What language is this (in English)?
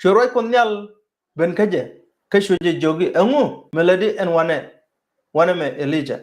Nuer